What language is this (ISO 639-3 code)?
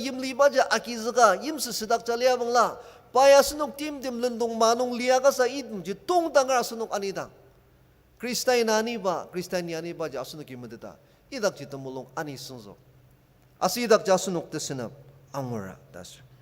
njo